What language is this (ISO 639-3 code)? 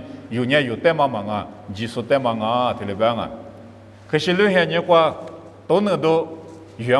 lis